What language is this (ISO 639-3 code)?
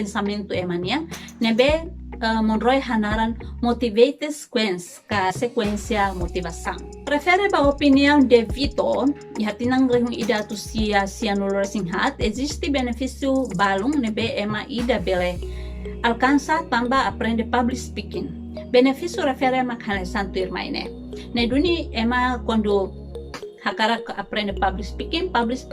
tet